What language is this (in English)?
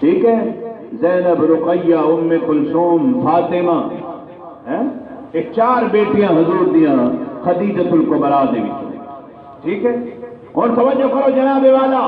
Saraiki